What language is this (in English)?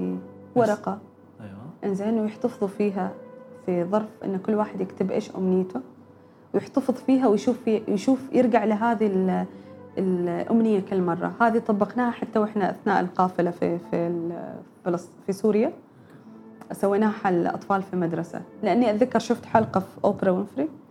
Gulf Arabic